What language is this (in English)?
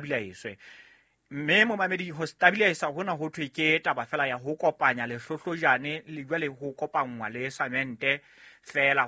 Southern Sotho